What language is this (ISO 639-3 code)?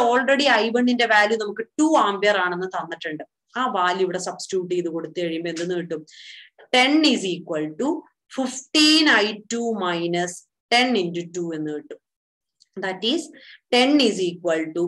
mal